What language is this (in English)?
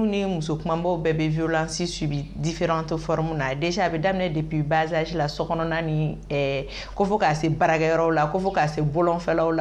Bambara